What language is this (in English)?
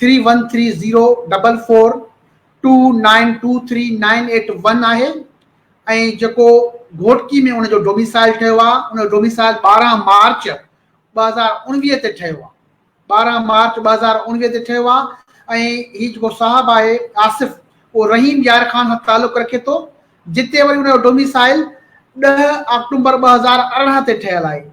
Sindhi